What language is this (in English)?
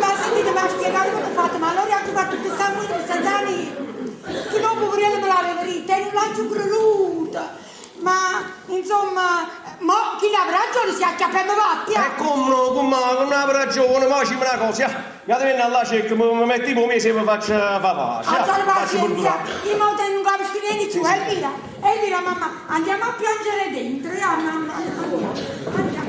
Neapolitan